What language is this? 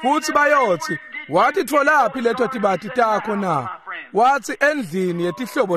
Swati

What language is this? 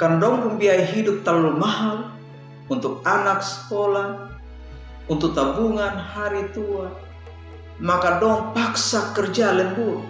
Kupang Malay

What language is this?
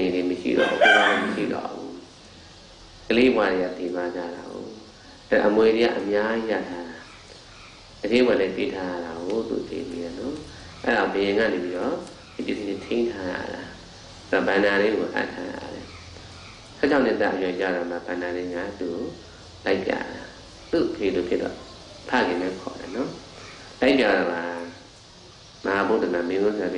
Burmese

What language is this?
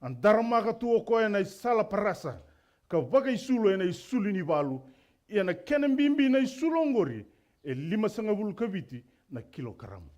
Fijian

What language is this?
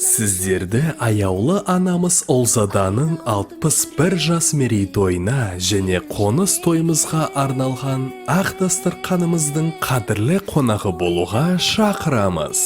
Kazakh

